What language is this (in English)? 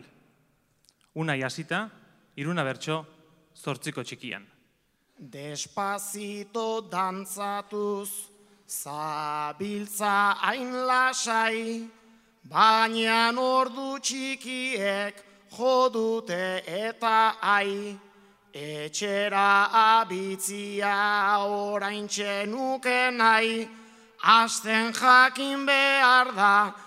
Basque